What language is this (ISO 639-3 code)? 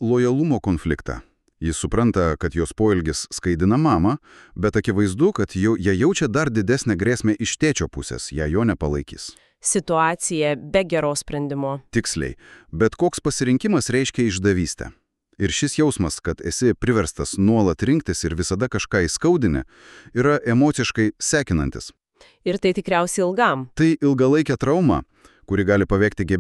lit